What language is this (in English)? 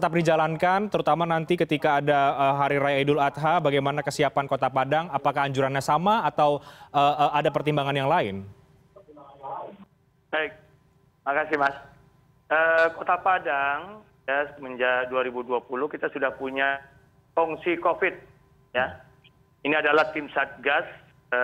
Indonesian